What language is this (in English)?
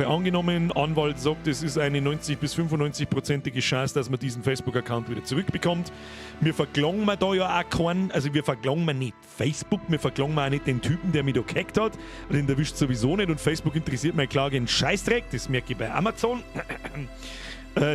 Bavarian